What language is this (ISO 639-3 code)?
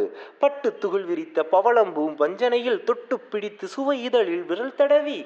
tam